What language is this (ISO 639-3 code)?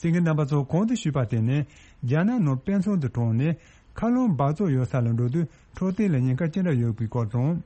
bod